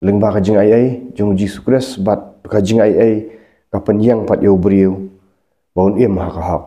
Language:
Khasi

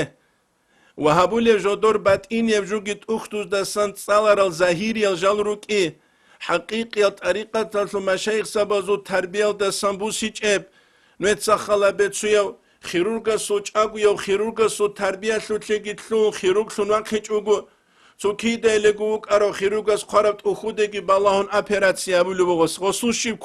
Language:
Avaric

